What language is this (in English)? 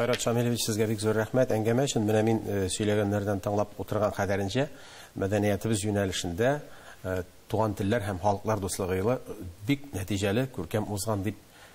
Tatar